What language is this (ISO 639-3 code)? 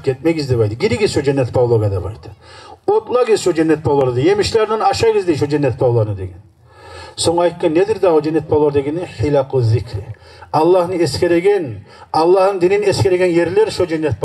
kum